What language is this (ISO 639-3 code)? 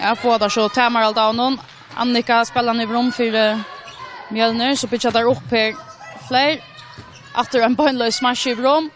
fao